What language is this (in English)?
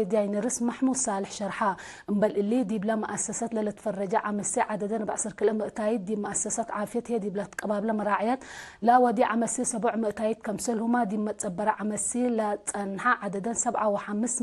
Tigre